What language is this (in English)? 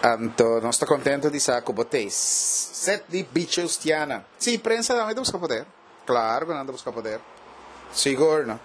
Papiamento